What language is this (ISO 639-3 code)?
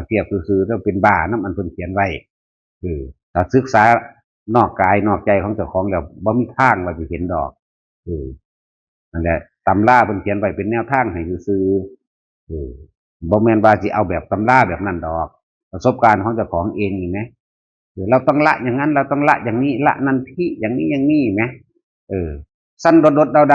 tts